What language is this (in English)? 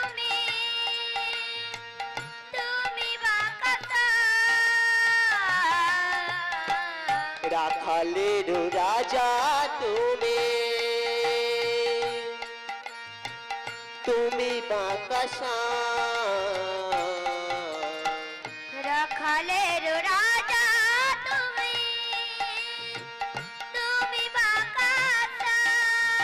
Bangla